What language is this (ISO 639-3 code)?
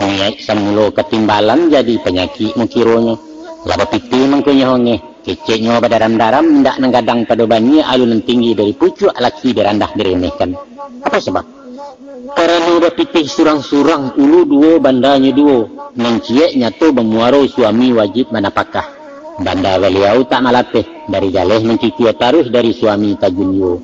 min